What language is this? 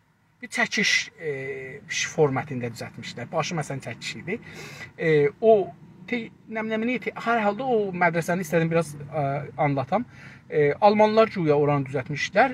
South Azerbaijani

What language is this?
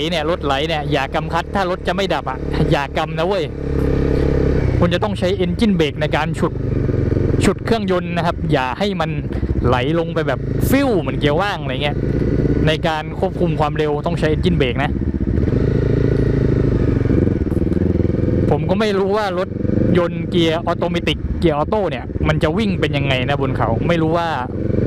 Thai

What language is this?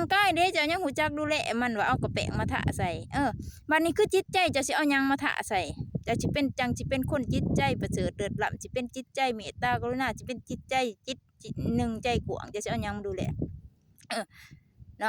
Northeastern Thai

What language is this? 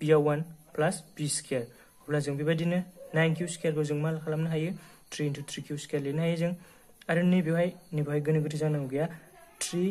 Bodo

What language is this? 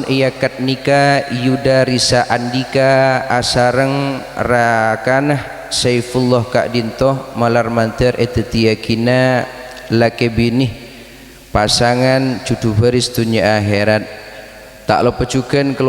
Madurese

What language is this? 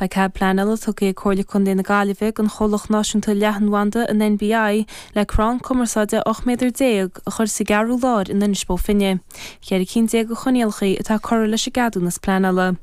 Irish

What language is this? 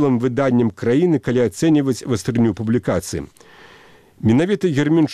Belarusian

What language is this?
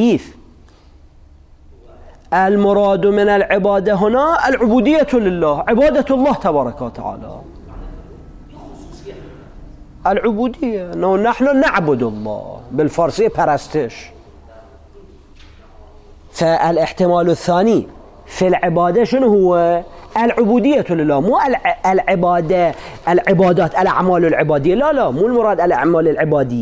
Arabic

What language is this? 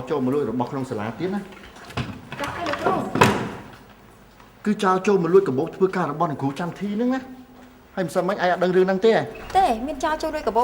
Khmer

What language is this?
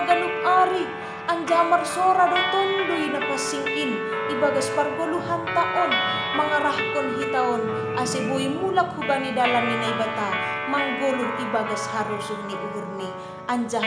Batak Simalungun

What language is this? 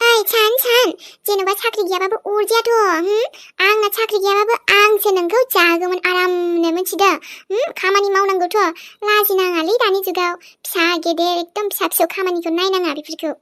Bodo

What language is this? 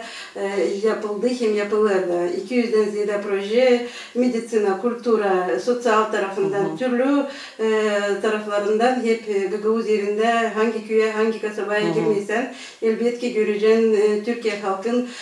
Gagauz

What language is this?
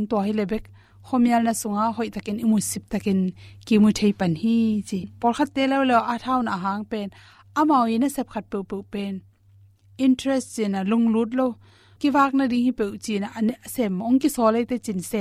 Tedim Chin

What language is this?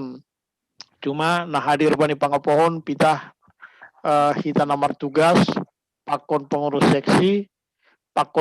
Batak Simalungun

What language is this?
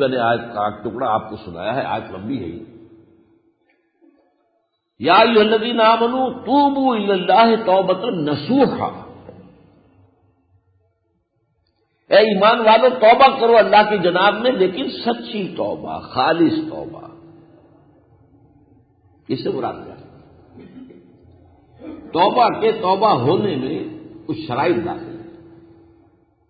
Urdu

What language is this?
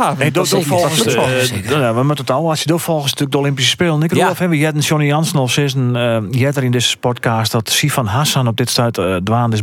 Western Frisian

